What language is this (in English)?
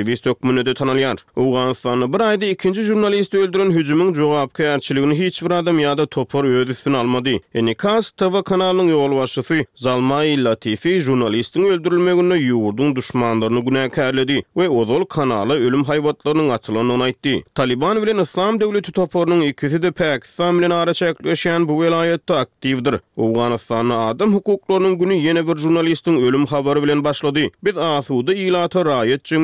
Turkmen